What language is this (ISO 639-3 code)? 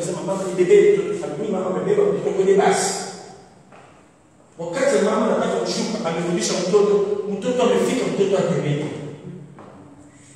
swa